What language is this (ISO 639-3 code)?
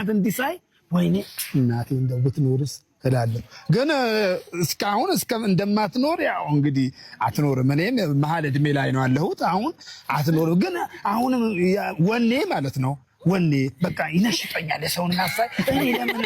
amh